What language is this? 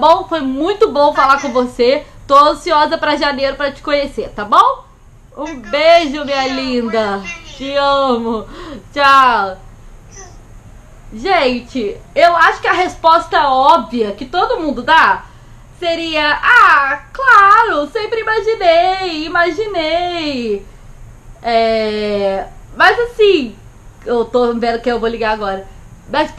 Portuguese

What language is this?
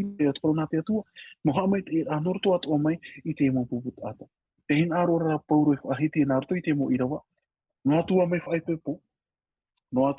Tahitian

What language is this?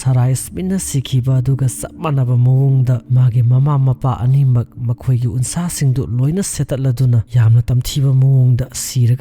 Manipuri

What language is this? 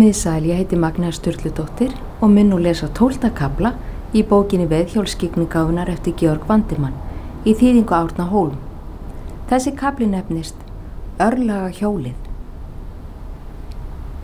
Icelandic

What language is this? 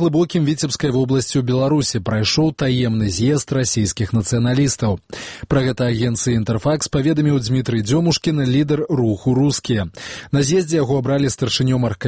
Belarusian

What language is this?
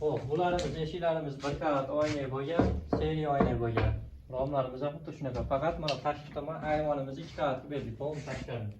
Uzbek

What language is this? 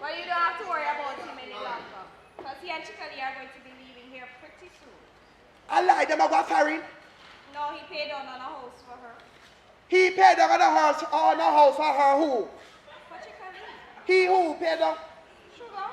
Jamaican Creole English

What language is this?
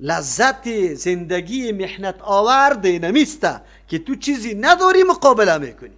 Persian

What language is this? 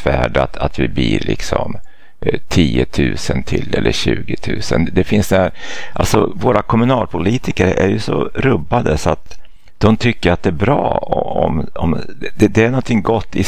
Swedish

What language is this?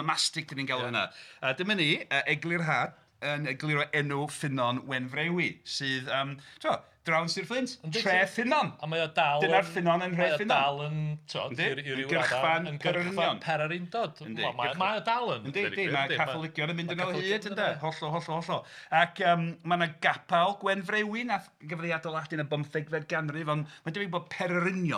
Welsh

